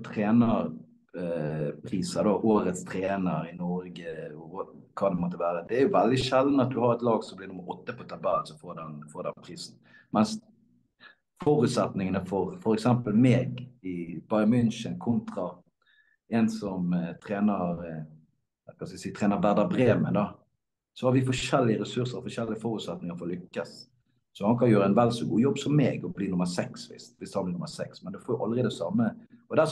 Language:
Norwegian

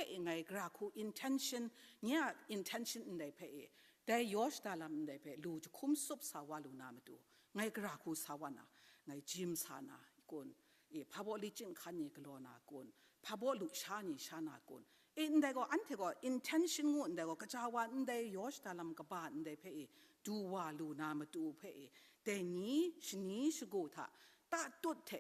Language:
Kachin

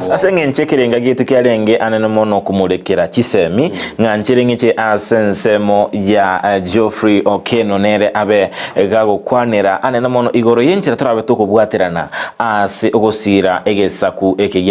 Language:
Gusii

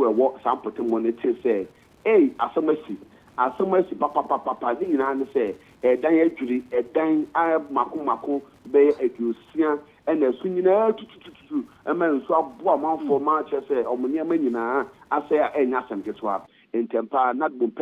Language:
Akan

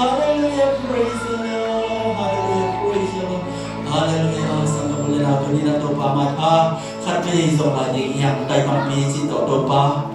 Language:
Tedim Chin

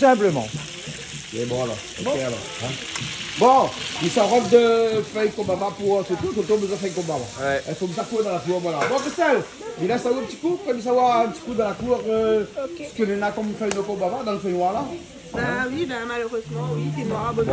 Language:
Réunion Creole French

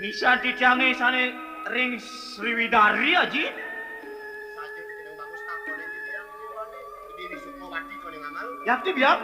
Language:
Balinese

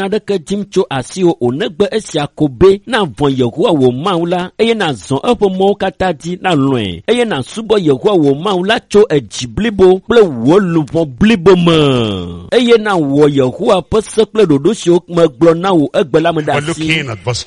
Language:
Ewe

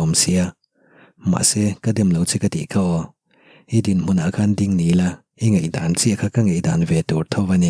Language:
Mizo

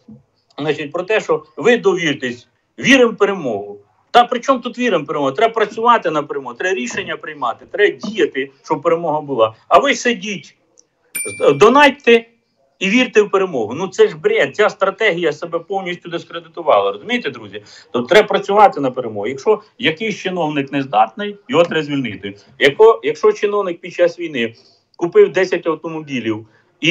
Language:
Ukrainian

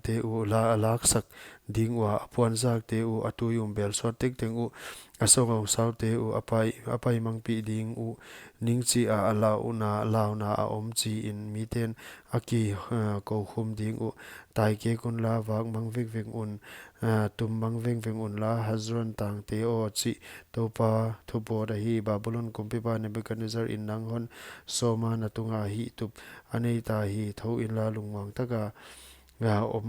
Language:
Paite Chin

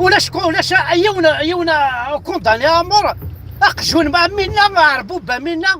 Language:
Kabyle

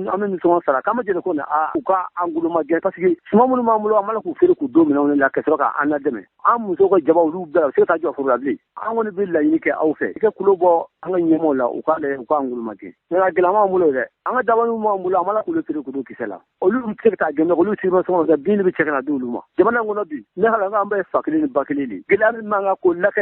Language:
Bambara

